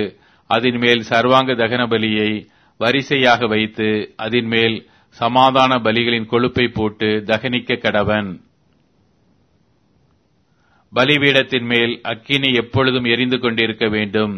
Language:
Tamil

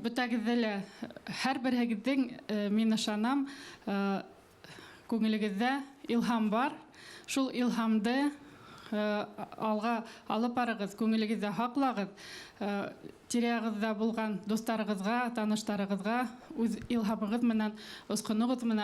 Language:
Bashkir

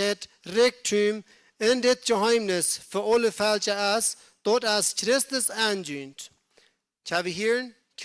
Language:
Plautdietsch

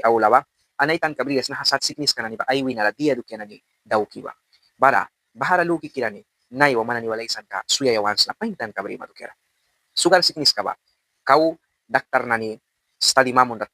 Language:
Mískito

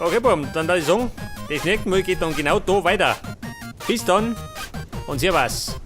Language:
Bavarian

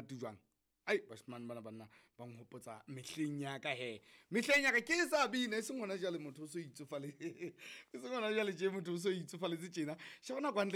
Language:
Southern Sotho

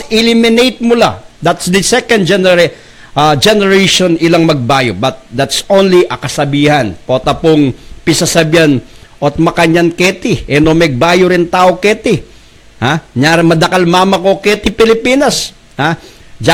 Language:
Pampanga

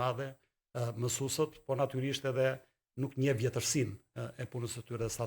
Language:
Albanian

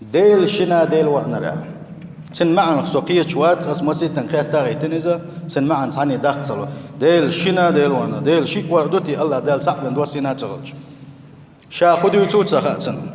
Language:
Chechen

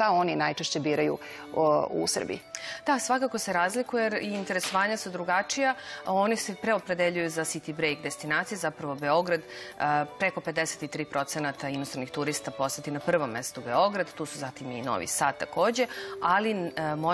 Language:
Serbian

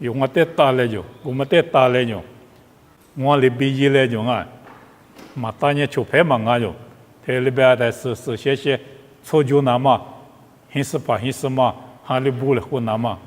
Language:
Lisu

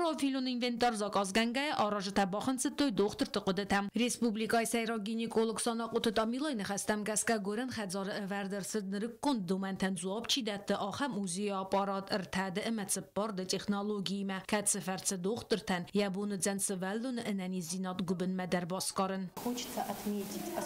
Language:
Ossetic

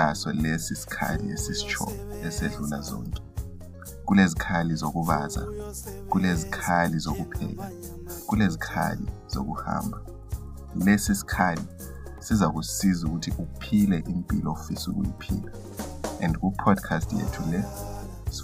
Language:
North Ndebele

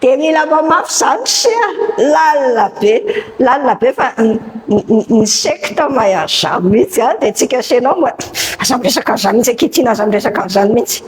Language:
Malagasy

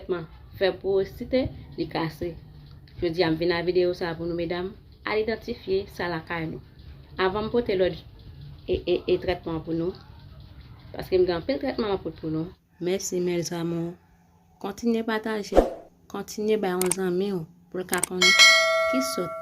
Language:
Haitian Creole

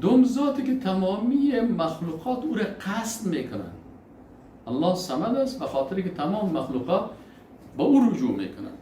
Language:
Persian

